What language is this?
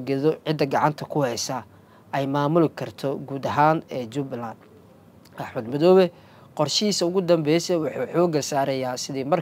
Somali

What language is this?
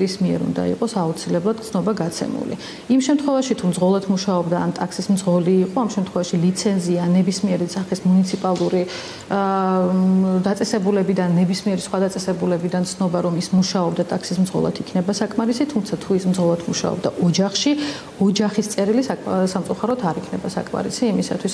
Georgian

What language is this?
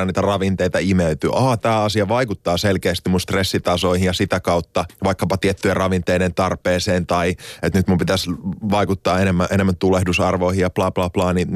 Finnish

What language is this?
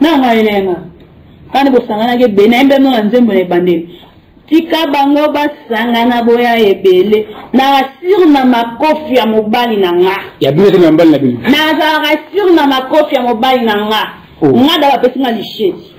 Lingala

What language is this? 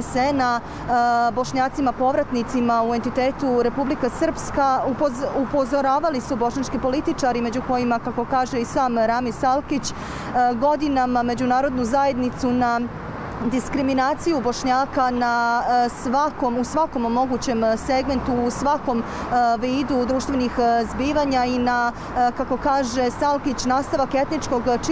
Bosnian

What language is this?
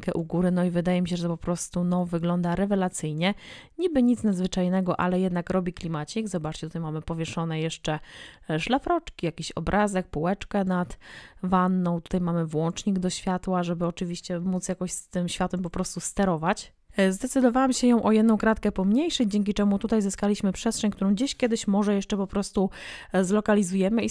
Polish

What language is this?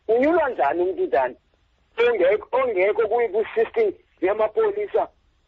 Xhosa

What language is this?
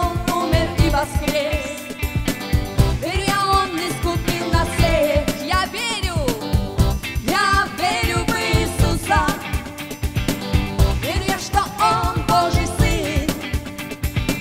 Russian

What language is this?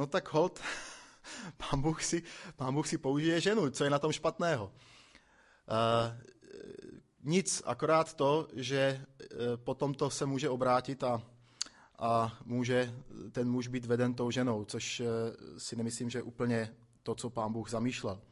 Czech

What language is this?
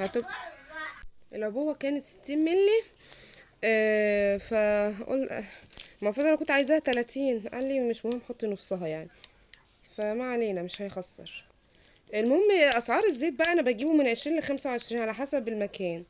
Egyptian Arabic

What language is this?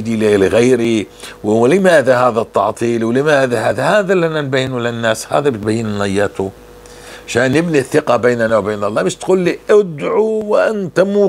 North Levantine Arabic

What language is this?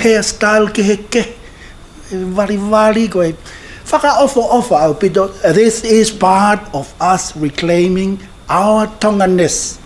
Tongan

